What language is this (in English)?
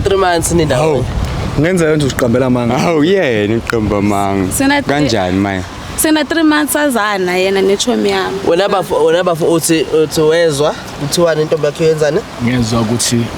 Zulu